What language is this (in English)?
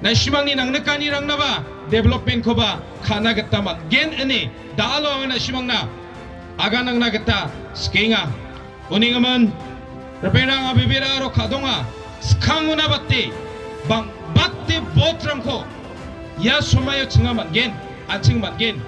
Garo